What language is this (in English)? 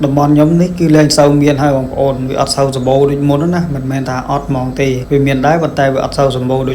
Khmer